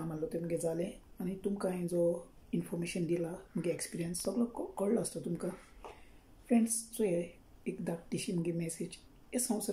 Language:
Konkani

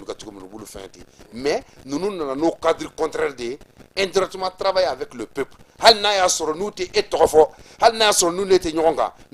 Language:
Bambara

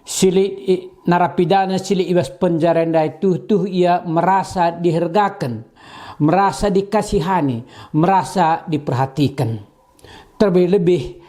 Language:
Batak Karo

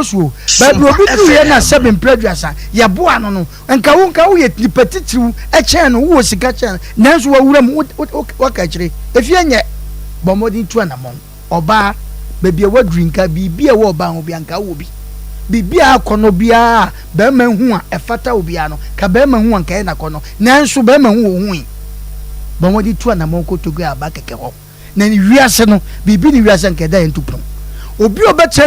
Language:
Akan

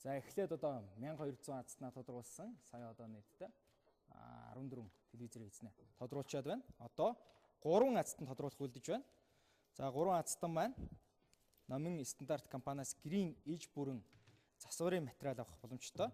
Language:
Mongolian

